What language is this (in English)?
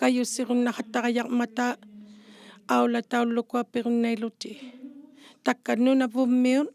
Inuktitut